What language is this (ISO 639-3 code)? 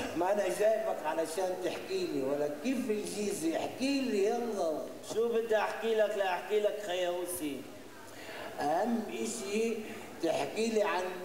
arz